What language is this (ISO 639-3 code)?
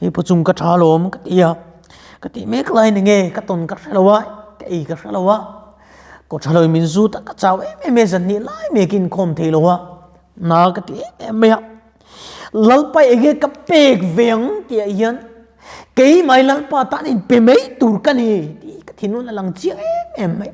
lus